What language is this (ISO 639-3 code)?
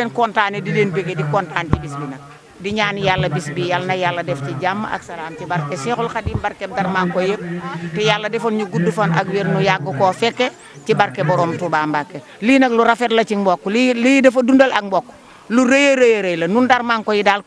wol